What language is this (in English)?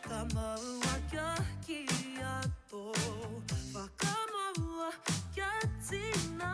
Māori